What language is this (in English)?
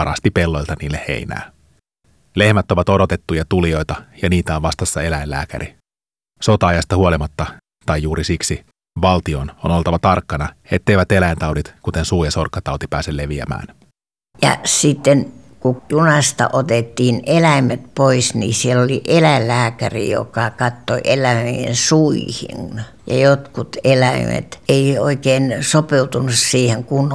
Finnish